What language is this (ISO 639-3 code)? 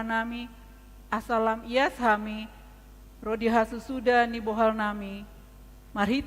bbc